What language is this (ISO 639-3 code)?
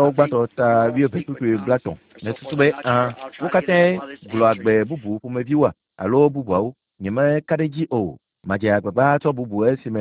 ewe